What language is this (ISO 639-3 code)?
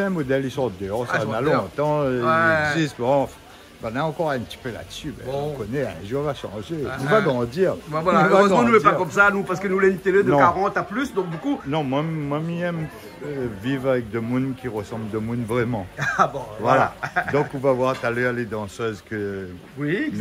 rcf